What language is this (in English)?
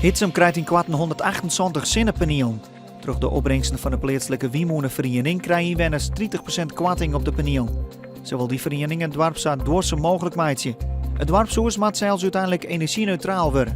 Western Frisian